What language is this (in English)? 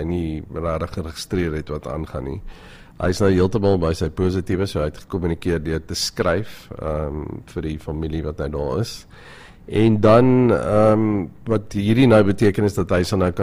Afrikaans